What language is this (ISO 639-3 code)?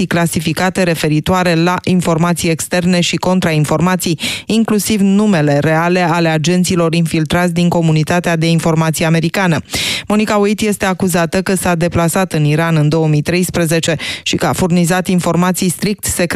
ron